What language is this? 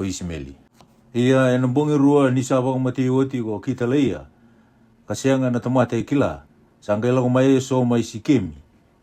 Fijian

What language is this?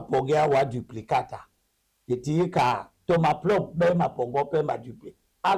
Duala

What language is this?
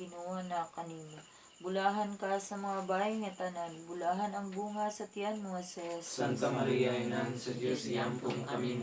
Cebuano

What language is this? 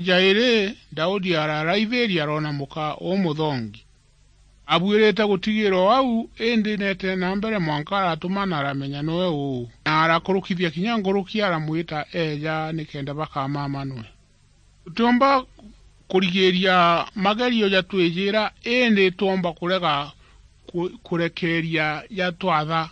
Meru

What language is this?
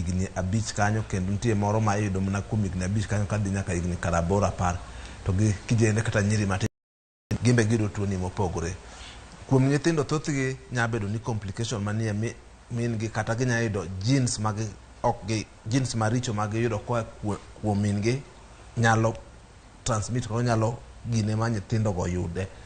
Luo (Kenya and Tanzania)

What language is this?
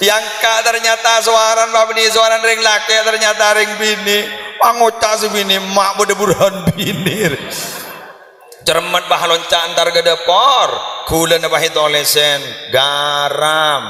Madurese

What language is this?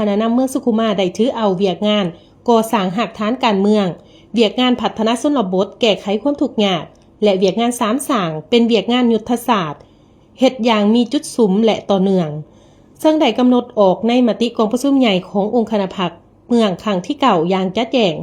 Lao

